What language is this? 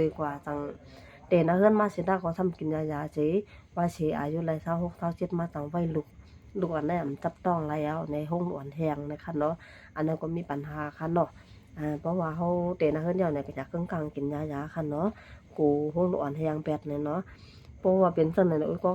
Shan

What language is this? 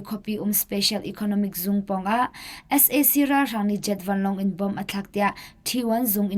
Hakha Chin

